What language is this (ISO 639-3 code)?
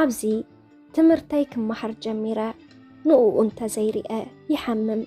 tir